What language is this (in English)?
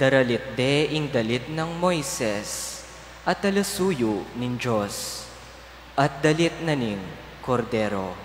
Pampanga